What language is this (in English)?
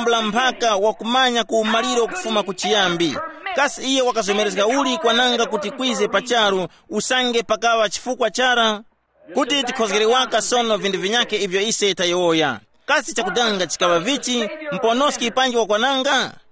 Tumbuka